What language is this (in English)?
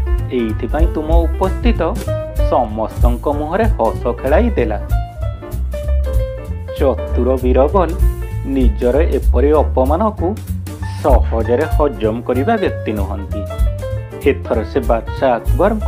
Odia